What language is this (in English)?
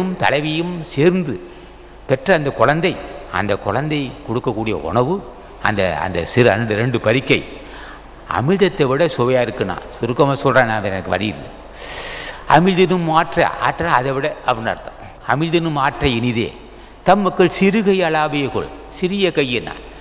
Tamil